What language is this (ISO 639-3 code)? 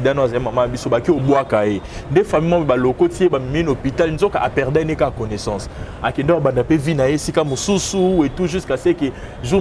lin